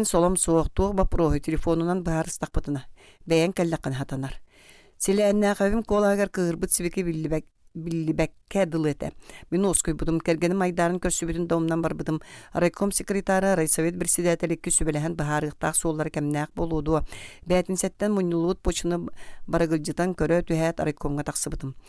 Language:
Yakut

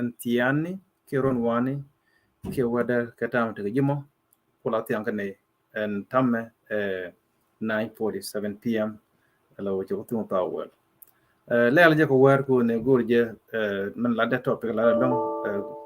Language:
Nuer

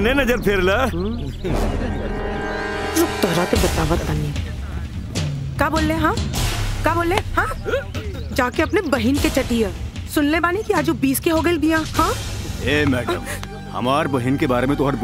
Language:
Bhojpuri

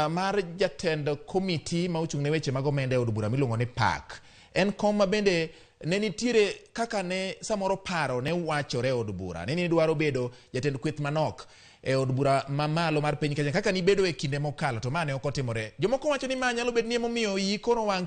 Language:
Luo (Kenya and Tanzania)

